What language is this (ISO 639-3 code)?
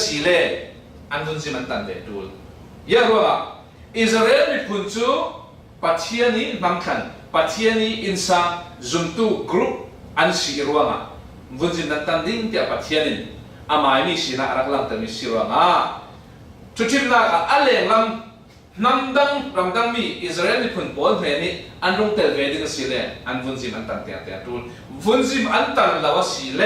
cfm